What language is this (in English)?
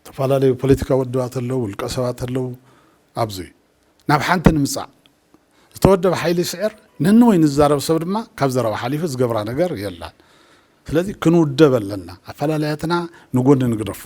Tigrinya